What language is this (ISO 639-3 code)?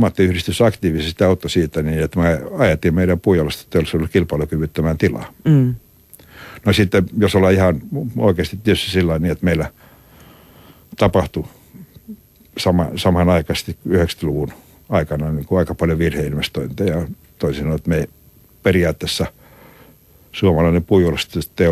fin